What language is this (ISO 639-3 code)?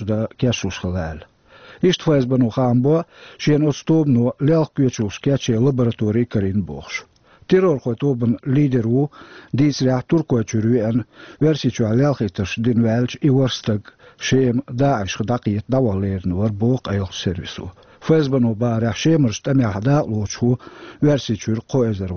che